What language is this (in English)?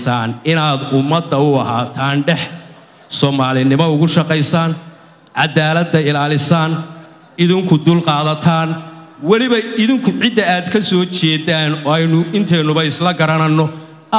Somali